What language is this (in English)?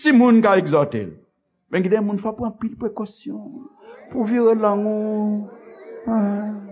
Haitian Creole